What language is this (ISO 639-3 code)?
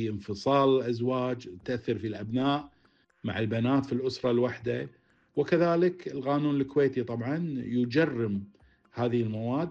afb